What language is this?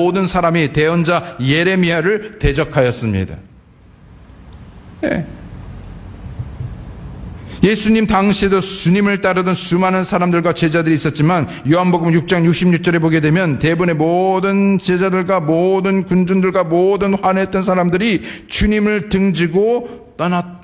Korean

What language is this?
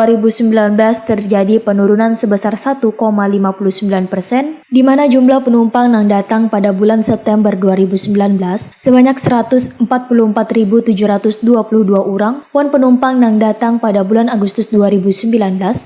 Banjar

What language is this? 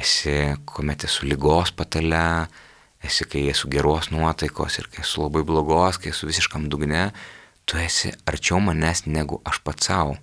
Lithuanian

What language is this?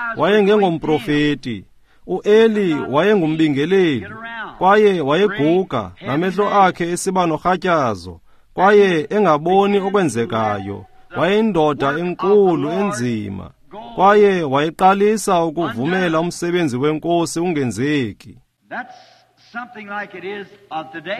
Xhosa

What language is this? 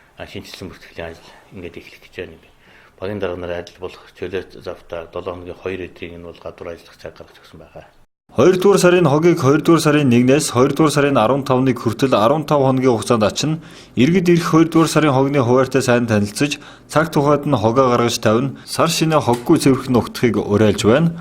Mongolian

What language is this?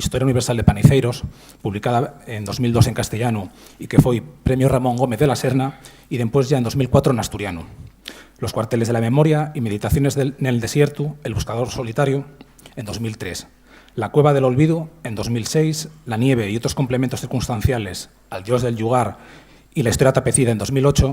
Asturian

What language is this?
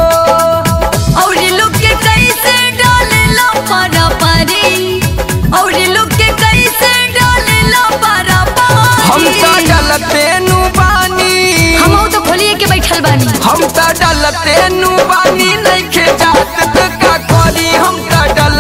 Bhojpuri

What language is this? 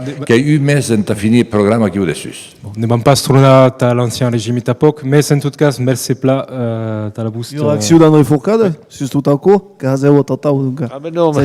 Occitan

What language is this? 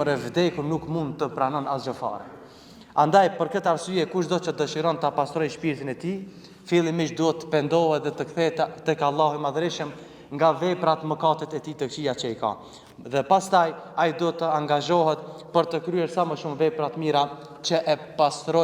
Albanian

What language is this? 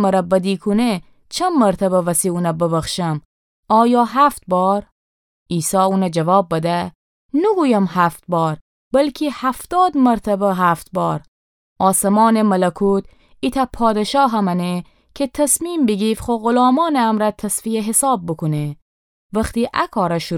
Gilaki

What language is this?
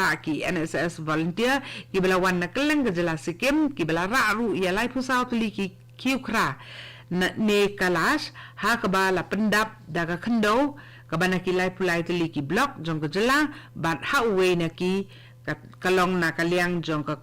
Khasi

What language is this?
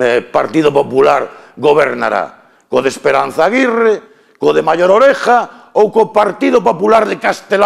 Galician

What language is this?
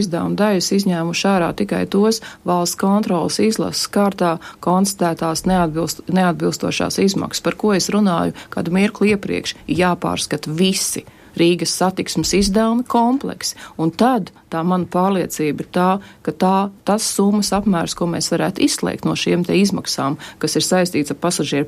Latvian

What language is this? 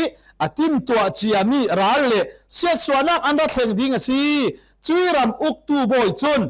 Falam Chin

